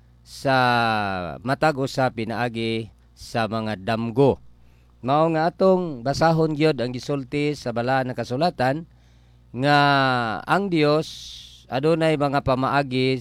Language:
Cebuano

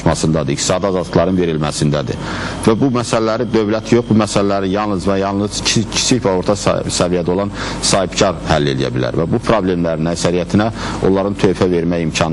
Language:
Azerbaijani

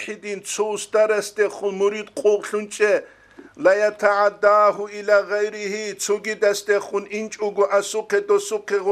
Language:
Avaric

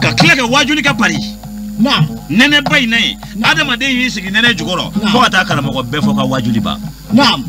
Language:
Bambara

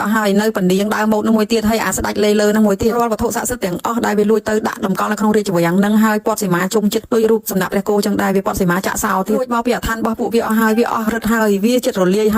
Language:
Khmer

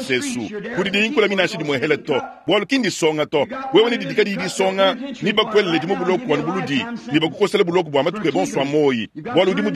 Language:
Luba-Lulua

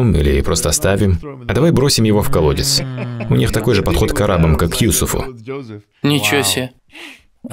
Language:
Russian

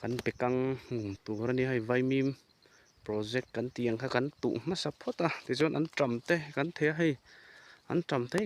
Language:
Mizo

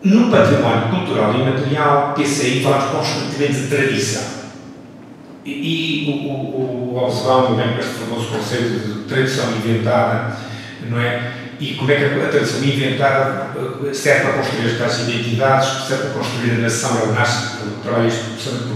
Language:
Portuguese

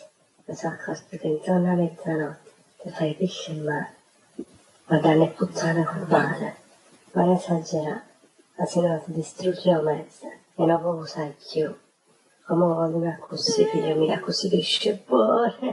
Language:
Neapolitan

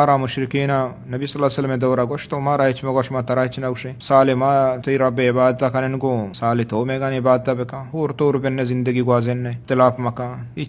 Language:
Eastern Balochi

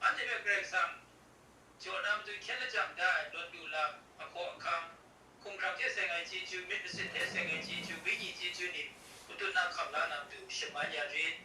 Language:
Kachin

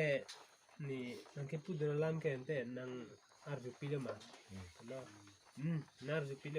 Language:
Karbi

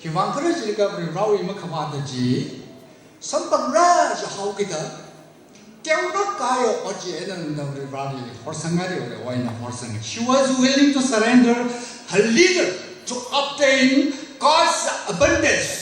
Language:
Tangkhul Naga (India)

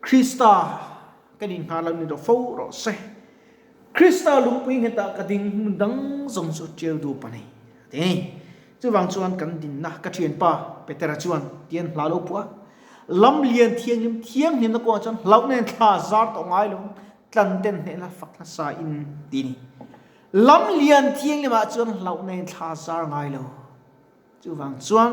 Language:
Mizo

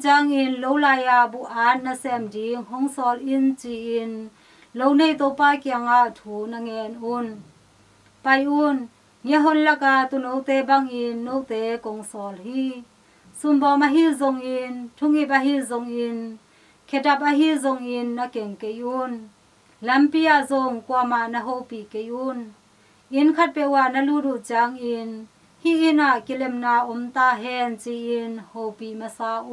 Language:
Tedim Chin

